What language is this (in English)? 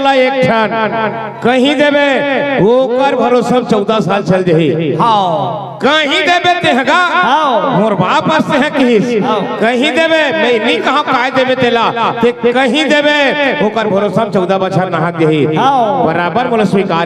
Chhattisgarhi